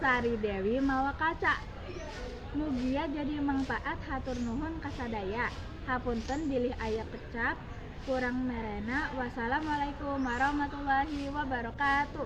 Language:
Sundanese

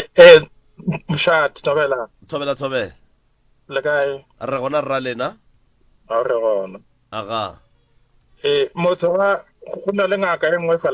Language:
Northern Sotho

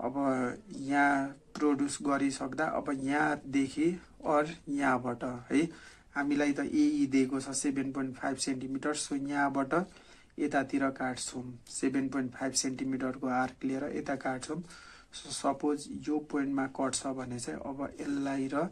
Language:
Nepali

